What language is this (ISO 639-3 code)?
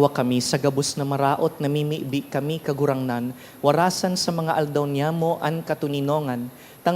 bik